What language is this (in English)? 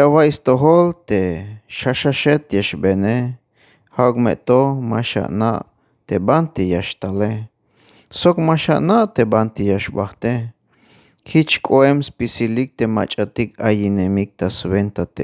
Tzeltal